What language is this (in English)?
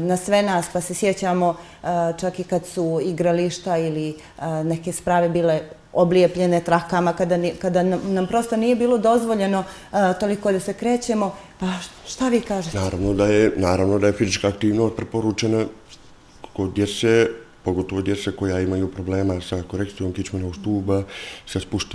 Bosnian